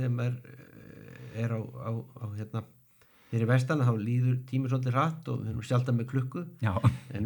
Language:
Icelandic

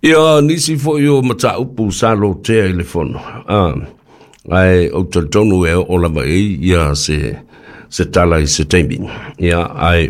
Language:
Samoan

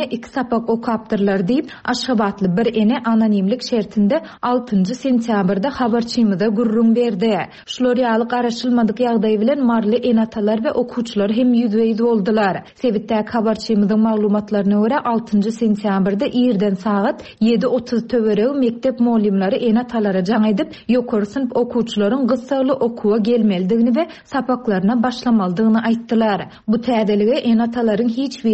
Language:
Turkmen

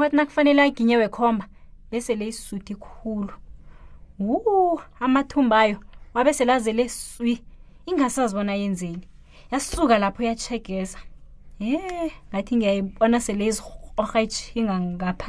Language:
South Ndebele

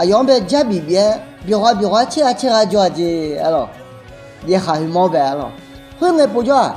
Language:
Akha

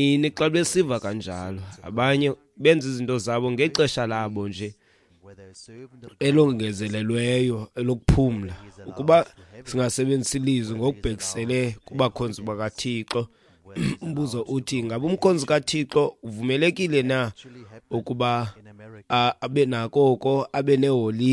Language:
Xhosa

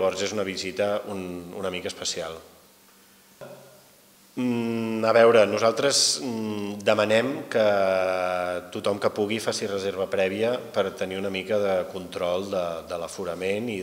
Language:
Catalan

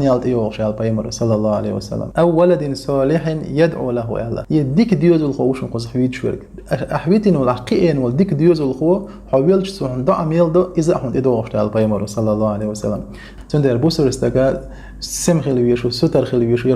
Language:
Chechen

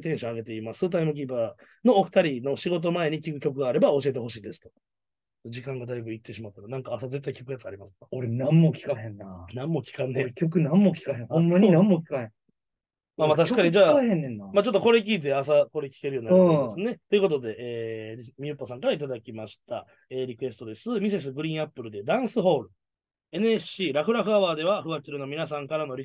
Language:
Japanese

